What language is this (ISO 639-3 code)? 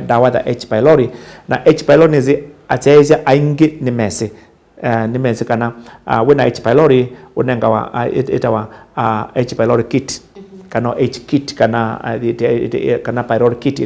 kam